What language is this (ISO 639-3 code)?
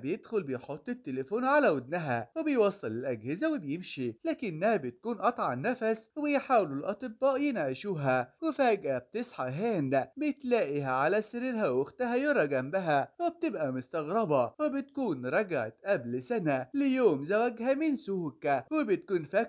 arz